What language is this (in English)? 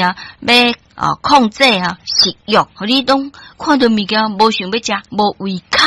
Min Nan Chinese